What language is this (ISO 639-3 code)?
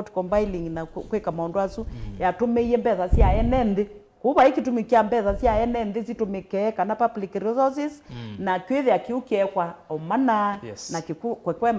kam